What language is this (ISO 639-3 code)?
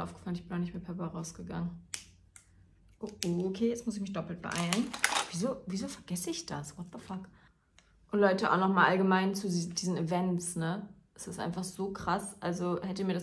deu